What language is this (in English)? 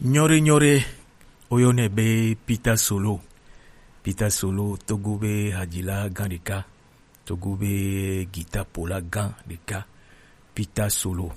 Gen